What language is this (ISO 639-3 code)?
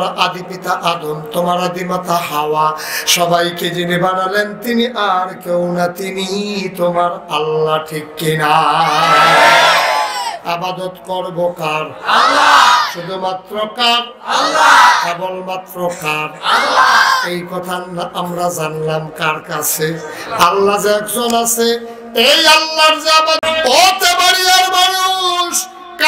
ben